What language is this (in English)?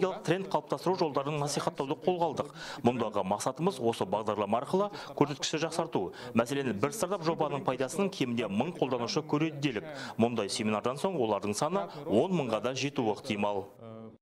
Kazakh